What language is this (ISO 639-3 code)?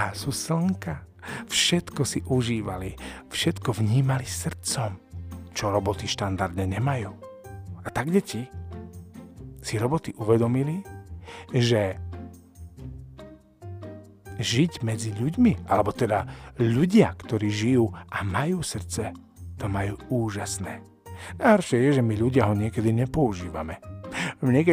slk